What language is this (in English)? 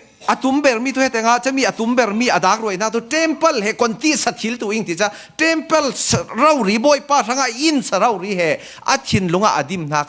Falam Chin